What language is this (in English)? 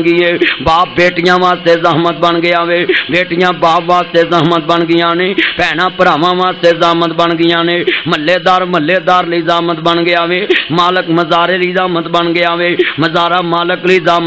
Western Panjabi